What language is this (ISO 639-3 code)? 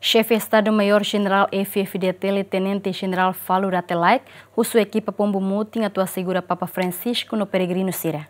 tet